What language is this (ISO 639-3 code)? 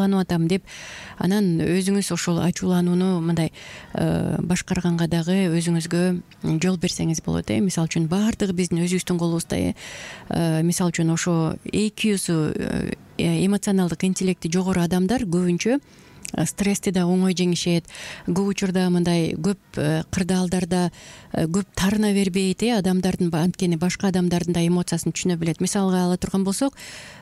kir